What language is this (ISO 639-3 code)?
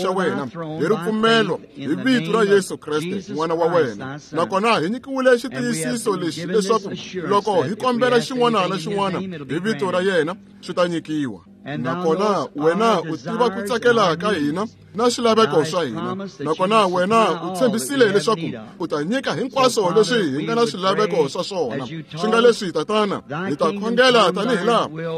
tso